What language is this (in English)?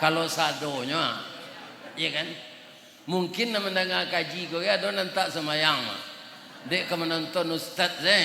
Minangkabau